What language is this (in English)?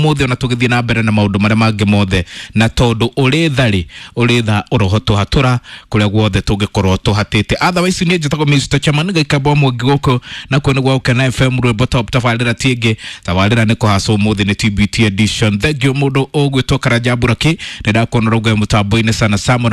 Kikuyu